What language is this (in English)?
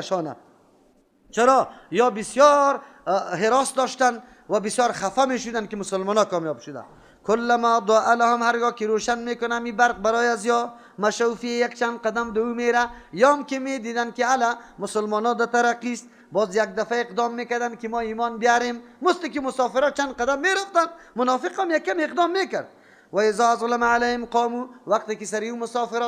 Persian